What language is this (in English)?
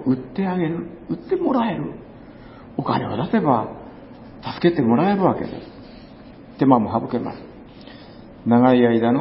Japanese